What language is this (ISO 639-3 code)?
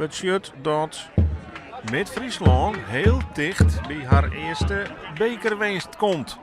fry